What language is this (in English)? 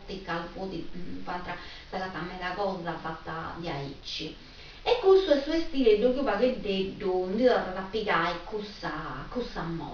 Sardinian